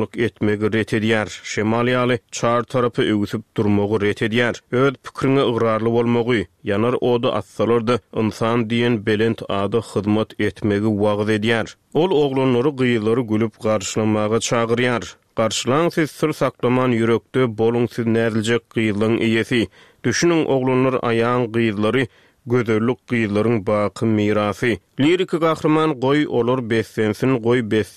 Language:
Turkmen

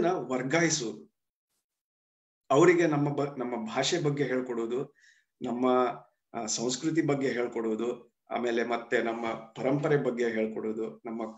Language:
Kannada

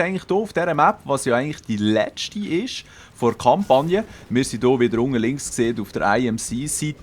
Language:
Swiss German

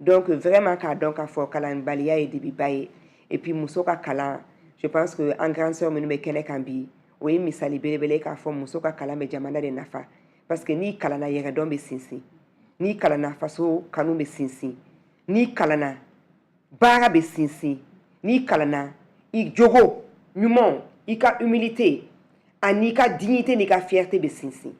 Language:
Bambara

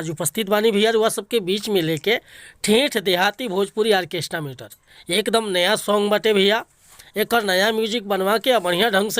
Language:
Bhojpuri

